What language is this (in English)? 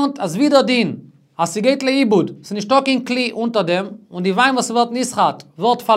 Yiddish